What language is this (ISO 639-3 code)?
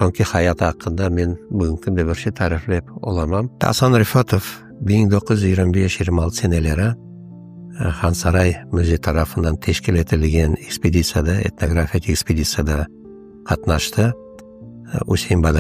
crh